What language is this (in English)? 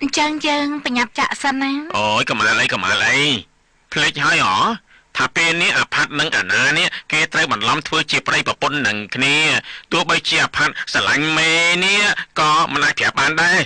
Khmer